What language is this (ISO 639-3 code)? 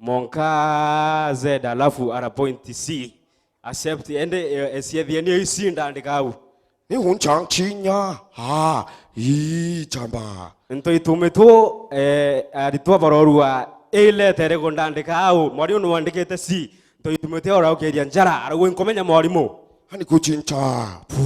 mer